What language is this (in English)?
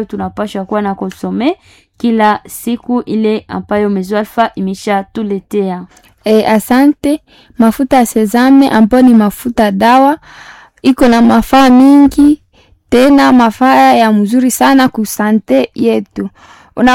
Swahili